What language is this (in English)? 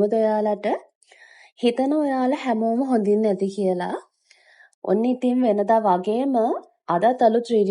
Sinhala